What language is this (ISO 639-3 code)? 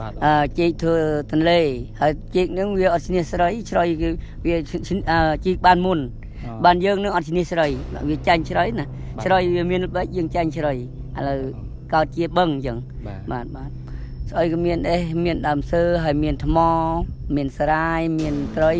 khm